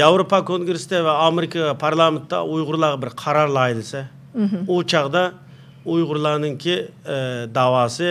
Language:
Uyghur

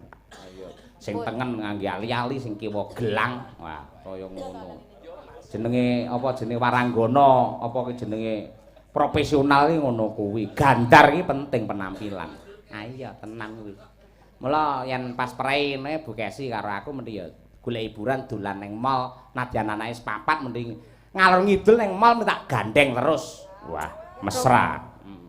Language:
Javanese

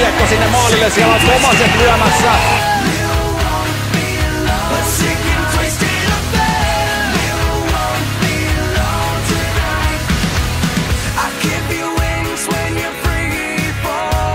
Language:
Finnish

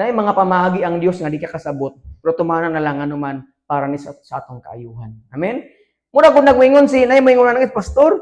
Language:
Cebuano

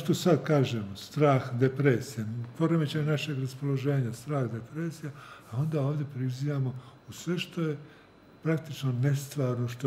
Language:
Serbian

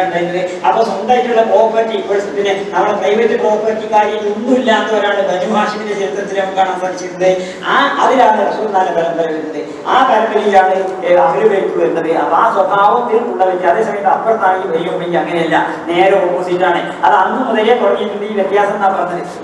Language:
Malayalam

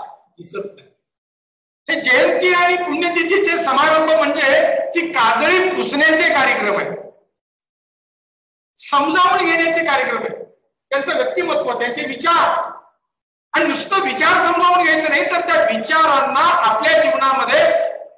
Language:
Marathi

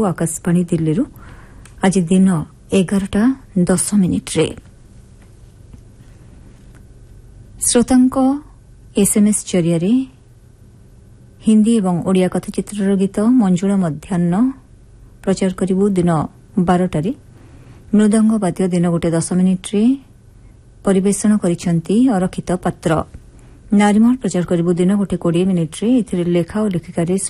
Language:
Odia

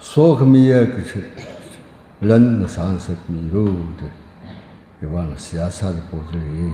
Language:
Tangkhul Naga (India)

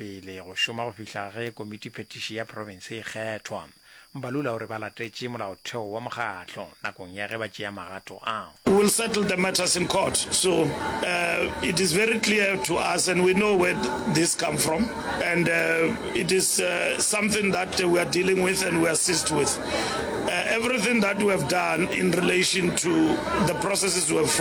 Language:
Northern Sotho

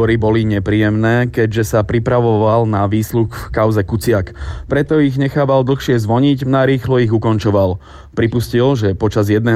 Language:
Slovak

